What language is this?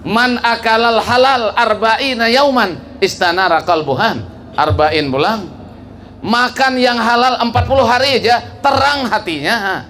Banjar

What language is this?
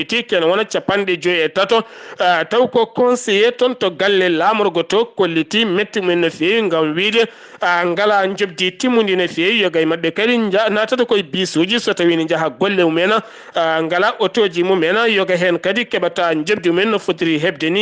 Fula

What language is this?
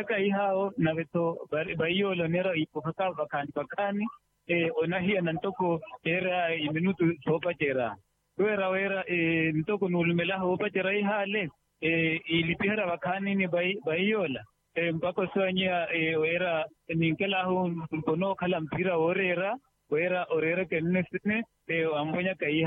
Makhuwa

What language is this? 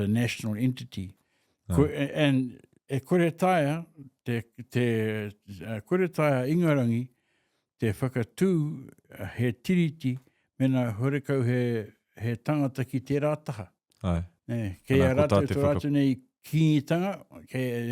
Māori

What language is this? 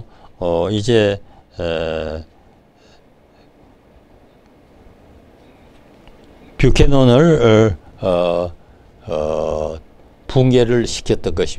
Korean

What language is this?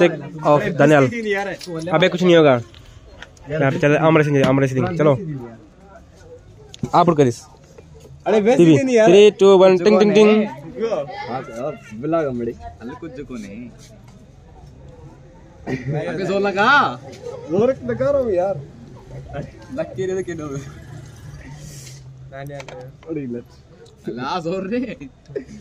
Hindi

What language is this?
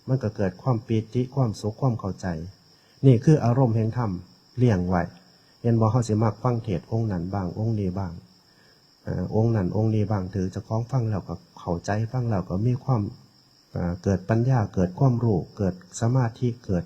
Northeastern Thai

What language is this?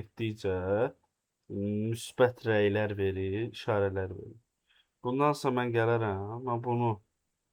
Azerbaijani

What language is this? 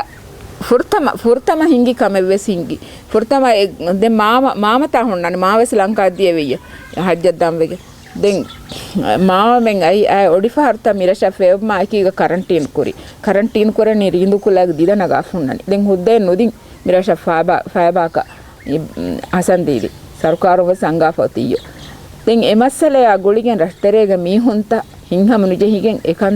Divehi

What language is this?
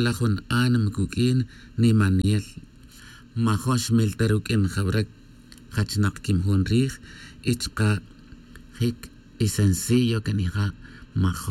Tz'utujil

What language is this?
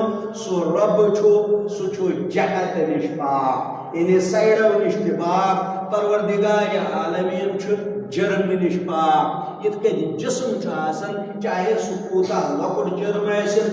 Kashmiri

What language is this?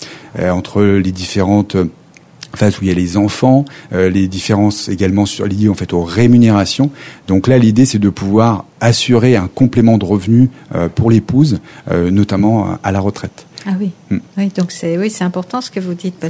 French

